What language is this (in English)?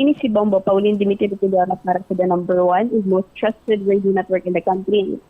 Hiligaynon